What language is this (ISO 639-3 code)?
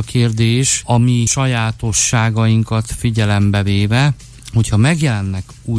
hun